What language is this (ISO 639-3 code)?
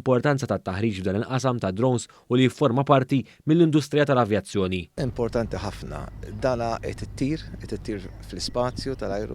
mlt